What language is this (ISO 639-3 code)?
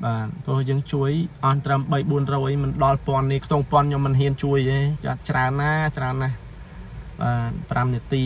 khm